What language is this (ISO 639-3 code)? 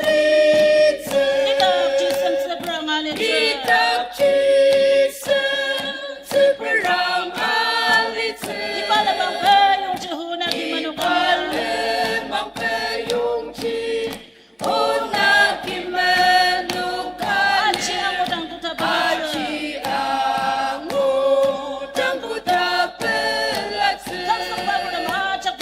njo